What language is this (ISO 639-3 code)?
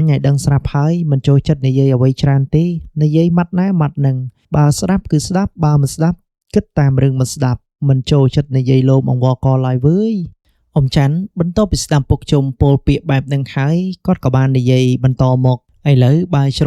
khm